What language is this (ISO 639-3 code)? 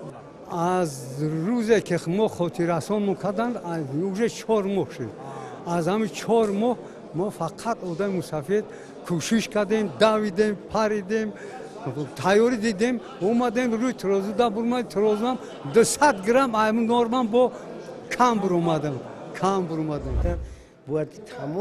tgk